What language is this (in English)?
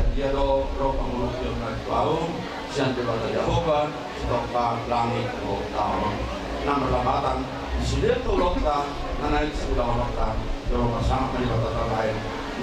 Batak Toba